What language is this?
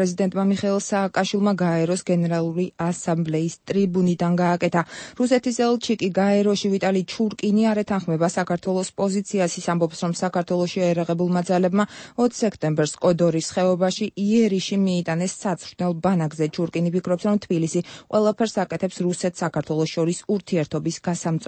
Georgian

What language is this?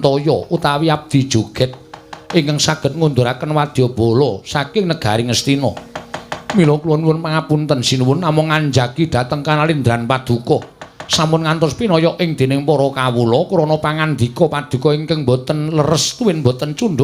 Javanese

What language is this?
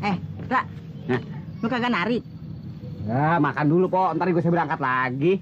Betawi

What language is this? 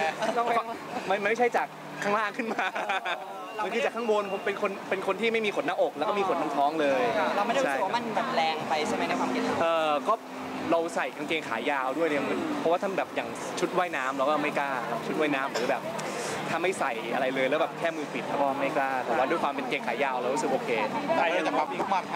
Thai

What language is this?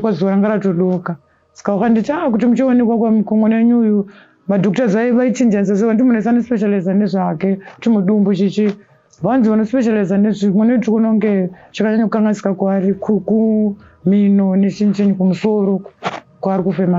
Shona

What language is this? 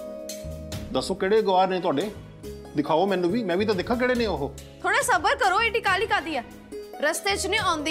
Punjabi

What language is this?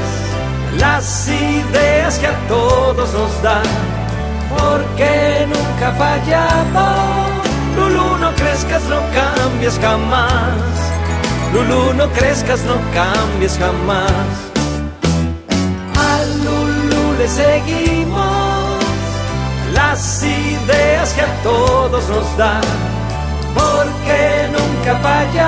Spanish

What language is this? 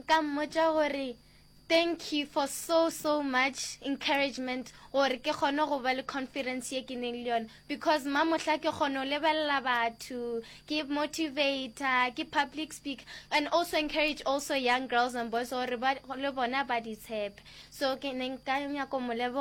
Northern Sotho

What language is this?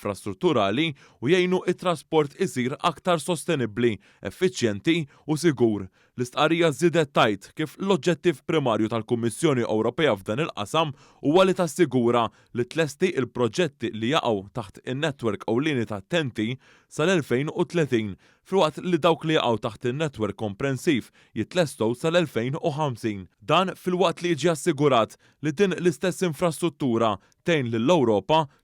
Maltese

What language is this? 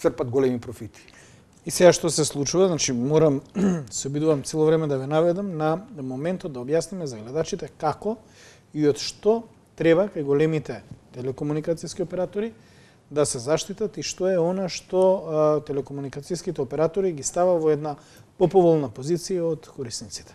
Macedonian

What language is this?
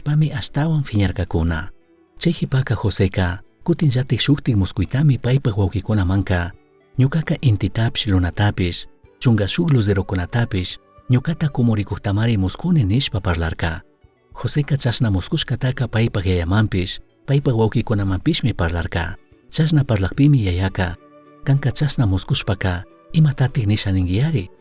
Chimborazo Highland Quichua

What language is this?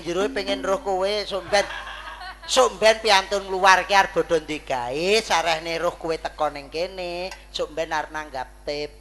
Javanese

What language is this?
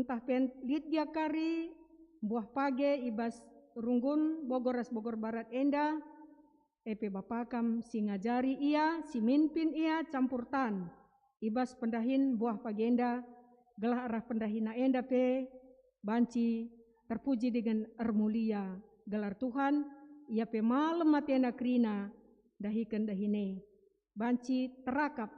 Batak Karo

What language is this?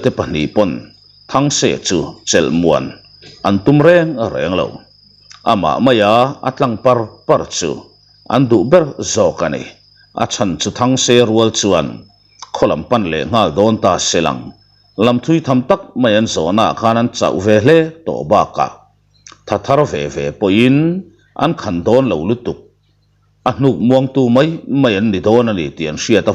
Mizo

